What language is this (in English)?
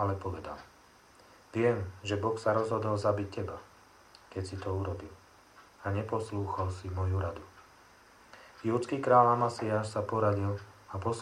Slovak